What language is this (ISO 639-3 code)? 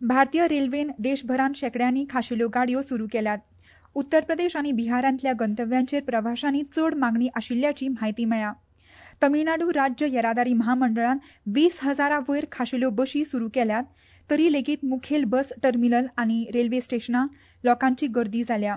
kok